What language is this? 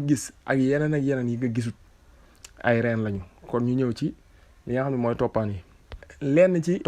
Wolof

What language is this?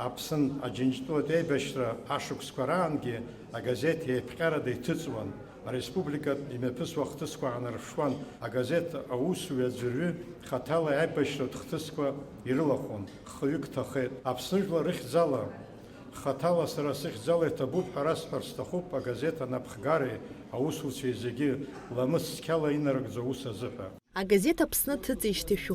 Abkhazian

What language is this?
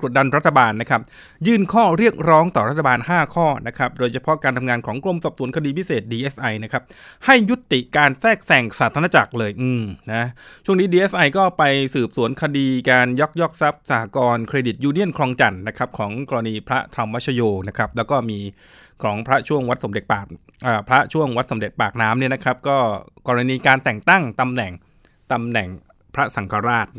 Thai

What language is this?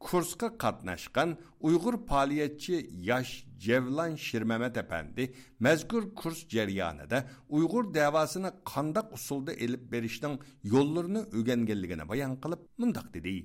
Uyghur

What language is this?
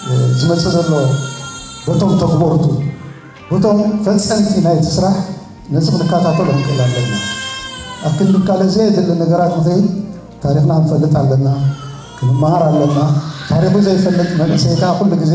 Tigrinya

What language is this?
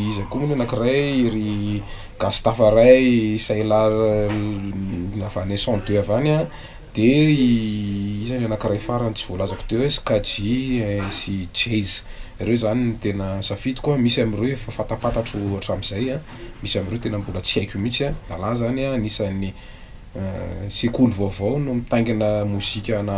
Malagasy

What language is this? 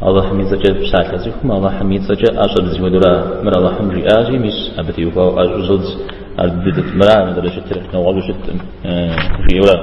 Kabardian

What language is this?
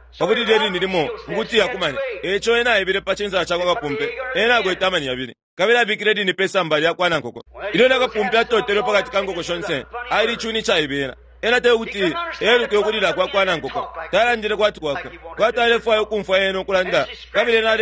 Bemba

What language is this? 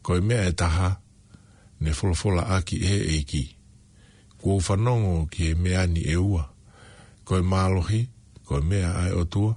Tongan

